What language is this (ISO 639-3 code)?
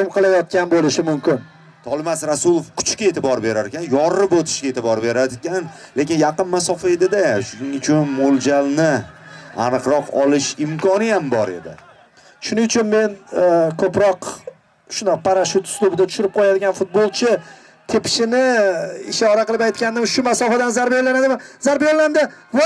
uzb